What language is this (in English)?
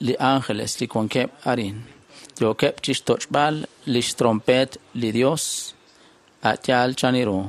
Kekchí